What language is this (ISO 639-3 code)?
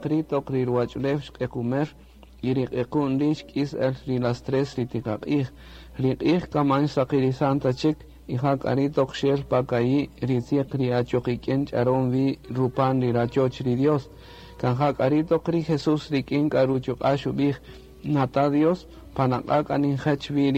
cak